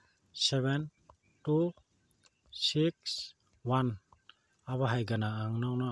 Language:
Kok Borok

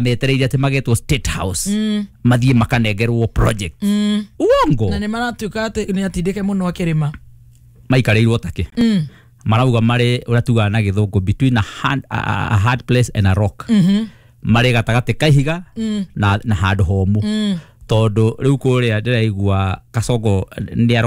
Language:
Kikuyu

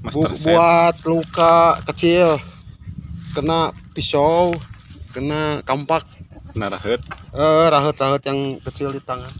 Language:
Sundanese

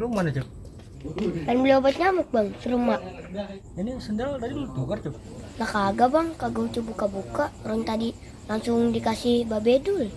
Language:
Betawi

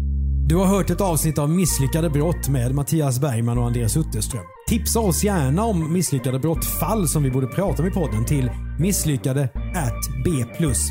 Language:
Swedish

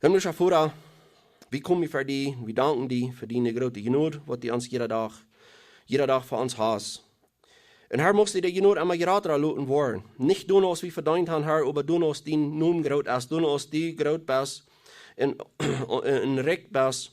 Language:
Plautdietsch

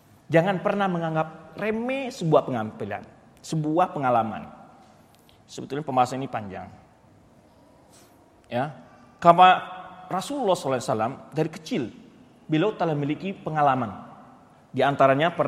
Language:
Indonesian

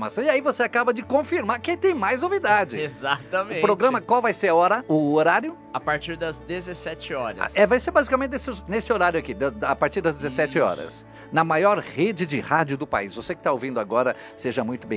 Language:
Portuguese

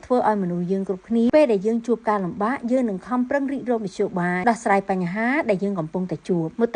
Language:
Khmer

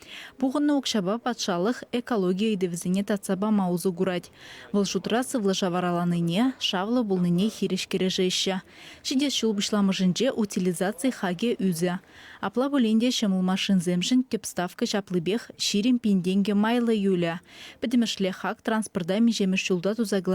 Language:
Chuvash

